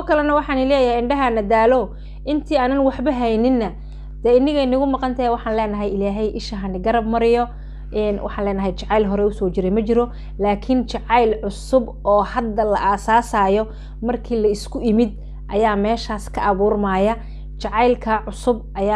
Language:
Somali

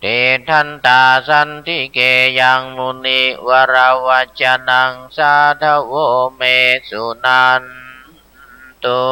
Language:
Pali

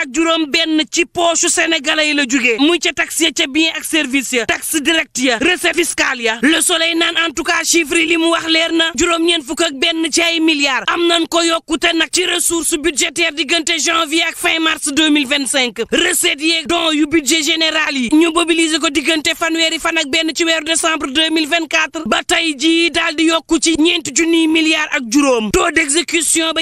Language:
Wolof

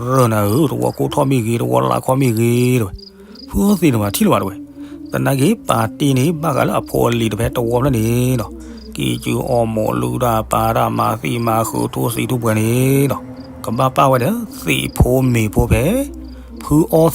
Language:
S'gaw Karen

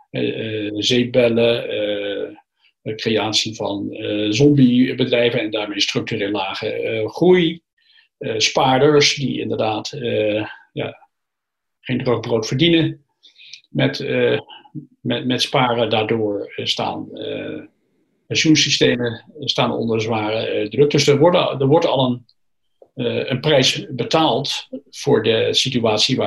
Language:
Dutch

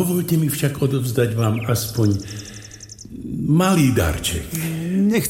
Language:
Slovak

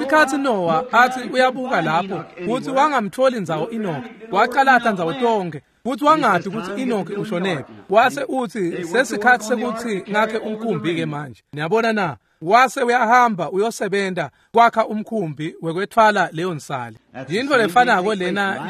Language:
Swati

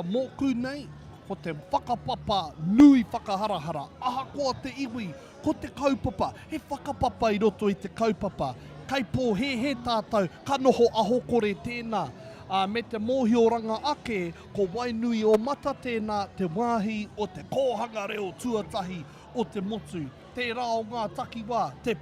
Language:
Māori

